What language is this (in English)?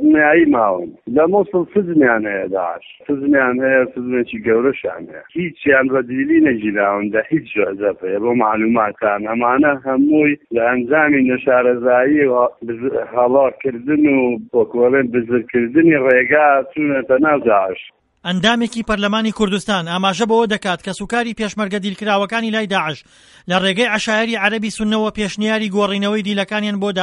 Central Kurdish